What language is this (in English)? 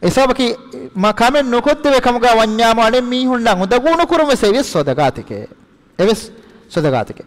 Divehi